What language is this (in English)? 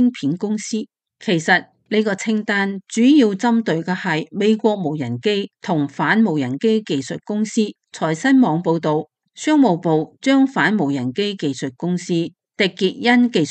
Cantonese